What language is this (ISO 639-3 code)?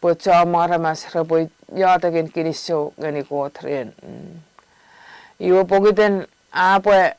chk